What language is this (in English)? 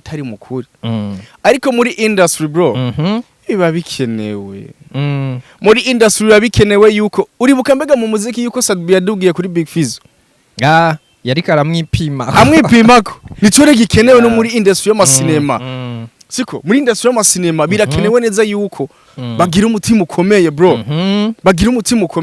Rundi